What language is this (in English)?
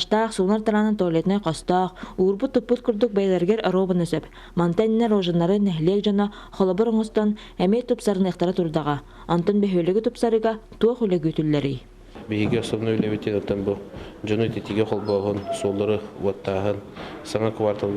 Yakut